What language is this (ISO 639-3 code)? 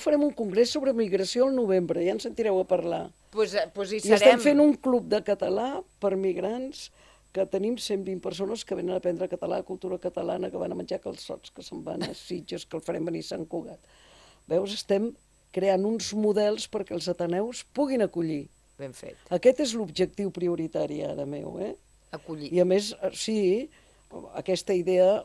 cat